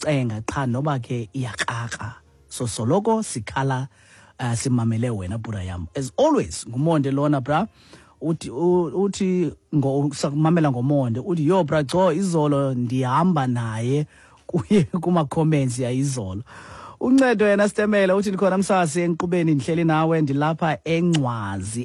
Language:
Xhosa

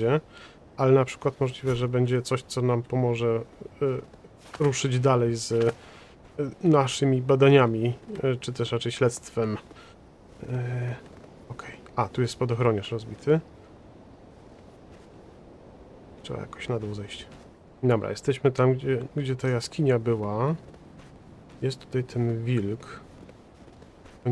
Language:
Polish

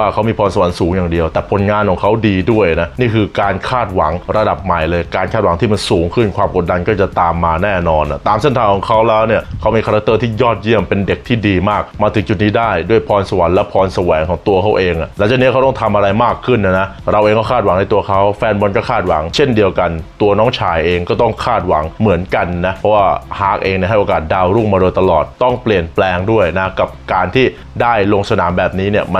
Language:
Thai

